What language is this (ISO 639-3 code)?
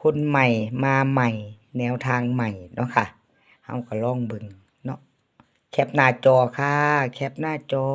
tts